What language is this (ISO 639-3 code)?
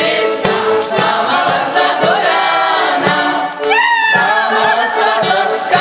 slk